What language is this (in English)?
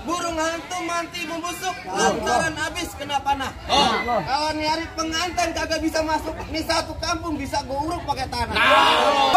Betawi